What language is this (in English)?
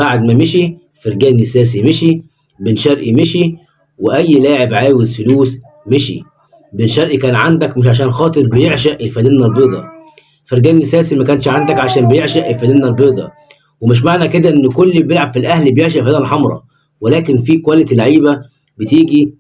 Egyptian Arabic